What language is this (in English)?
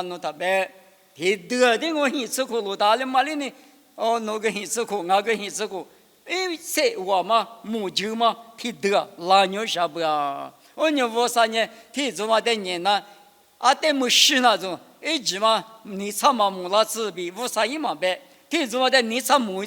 Lisu